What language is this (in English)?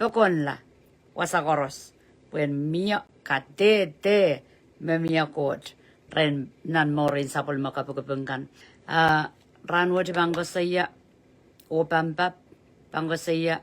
Pohnpeian